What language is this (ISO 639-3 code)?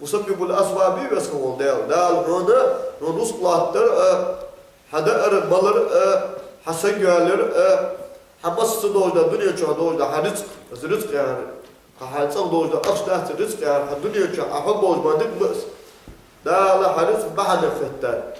inh